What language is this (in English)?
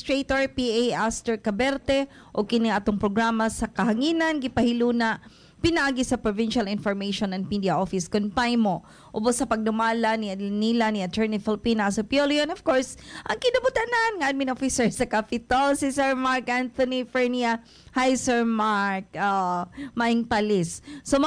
Cebuano